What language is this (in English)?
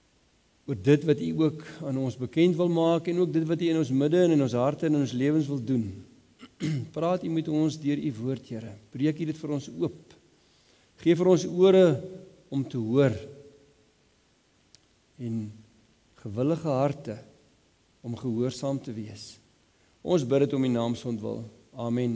Afrikaans